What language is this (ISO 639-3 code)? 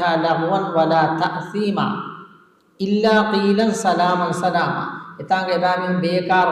div